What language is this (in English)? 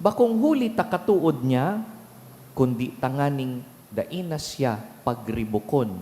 Bikol